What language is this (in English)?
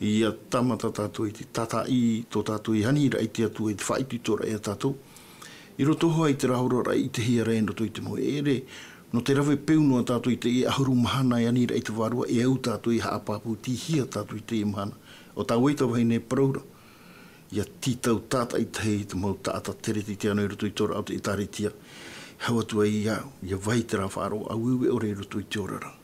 Tahitian